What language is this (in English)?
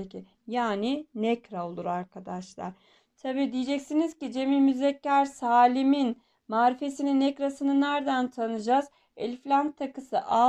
Turkish